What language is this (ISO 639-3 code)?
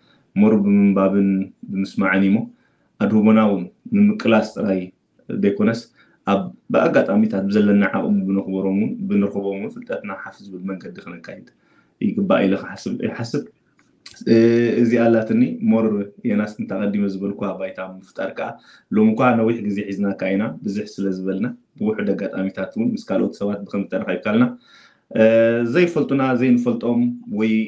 tir